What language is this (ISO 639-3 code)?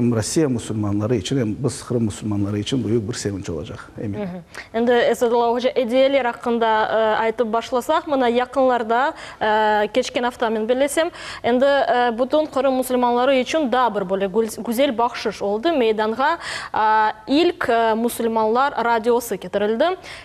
crh